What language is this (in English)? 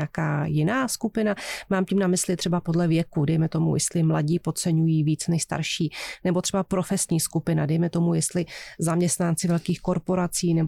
Czech